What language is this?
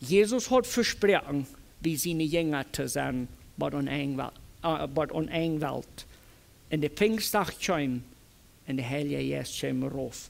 Plautdietsch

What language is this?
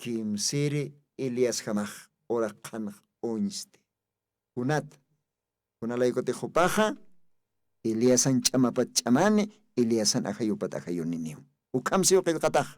Aymara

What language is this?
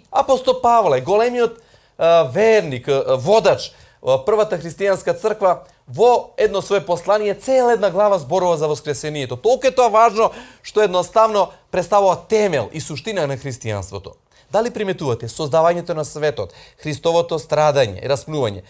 Macedonian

